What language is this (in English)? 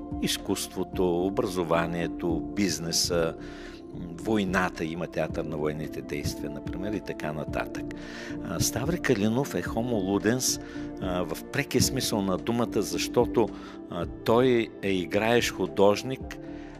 Bulgarian